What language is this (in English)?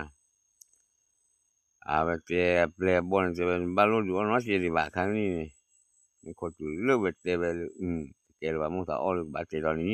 S'gaw Karen